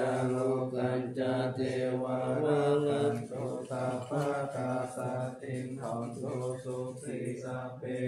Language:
Pali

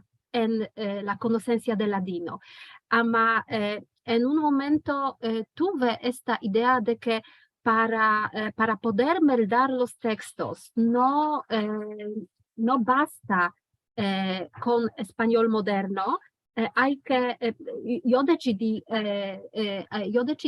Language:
Ladino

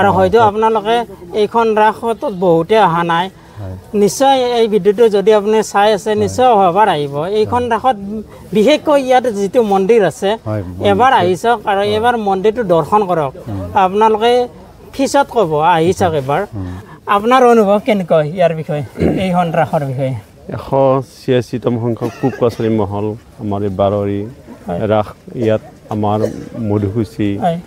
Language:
Assamese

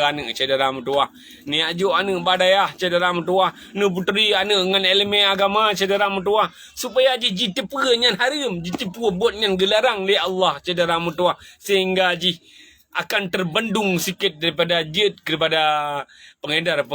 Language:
Achinese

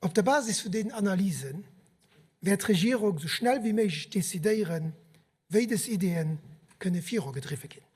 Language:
Luxembourgish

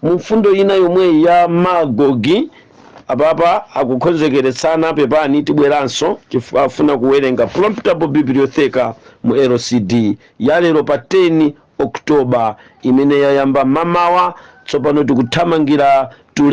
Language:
Nyanja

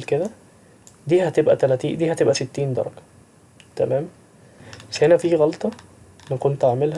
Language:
Egyptian Arabic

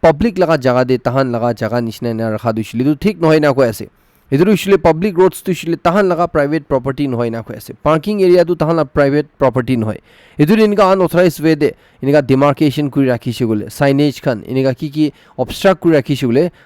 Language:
Naga Pidgin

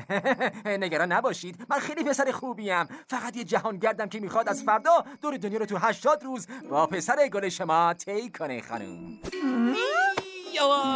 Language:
Persian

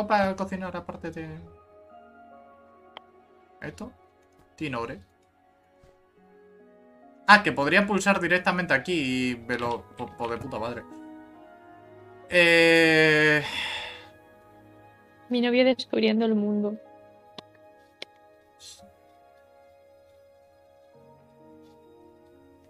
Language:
Spanish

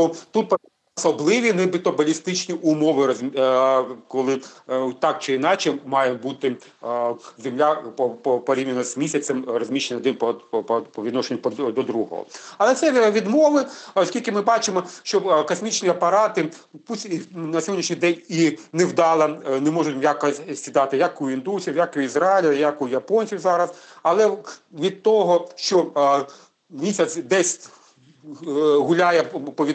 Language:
Ukrainian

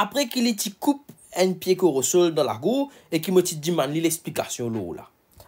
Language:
Morisyen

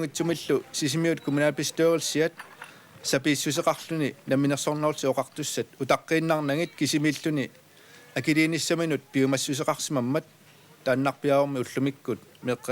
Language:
Kalaallisut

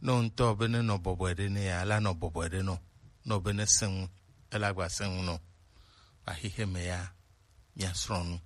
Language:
Gen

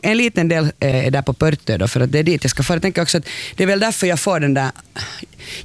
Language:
Swedish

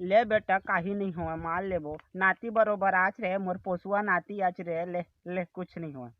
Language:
Chhattisgarhi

